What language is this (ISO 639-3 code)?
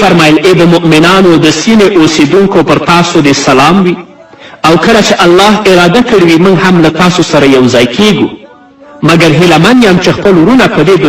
pus